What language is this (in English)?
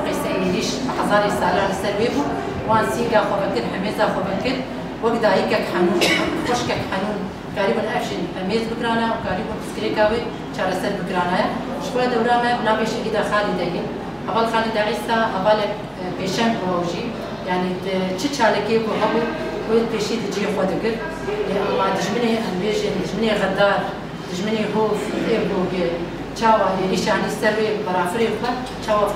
Kurdish